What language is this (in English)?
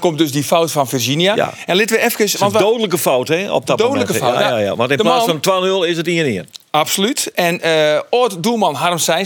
Western Frisian